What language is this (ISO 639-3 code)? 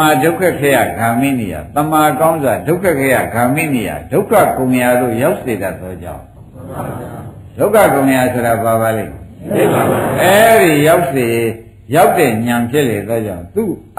mya